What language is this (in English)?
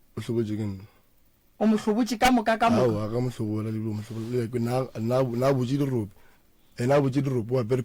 Northern Sotho